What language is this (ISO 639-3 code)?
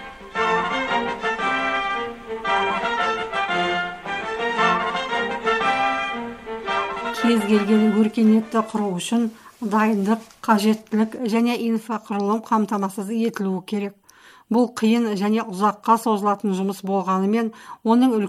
kaz